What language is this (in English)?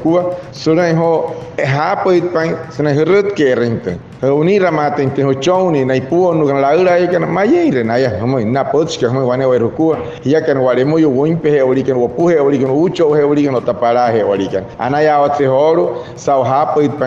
Wayuu